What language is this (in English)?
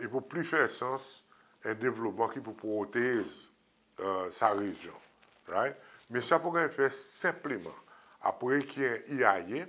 Seselwa Creole French